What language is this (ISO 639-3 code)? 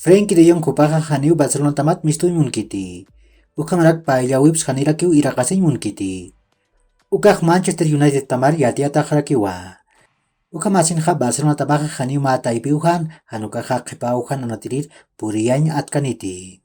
aym